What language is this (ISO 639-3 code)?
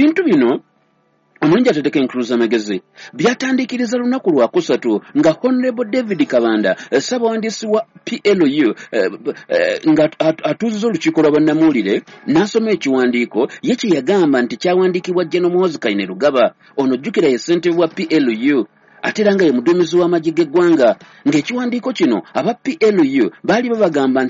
lug